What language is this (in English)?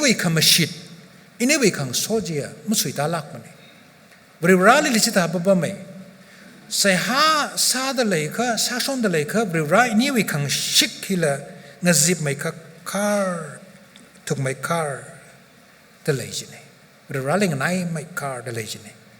Tangkhul Naga (India)